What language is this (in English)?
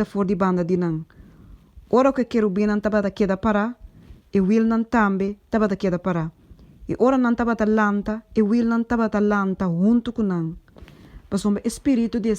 Papiamento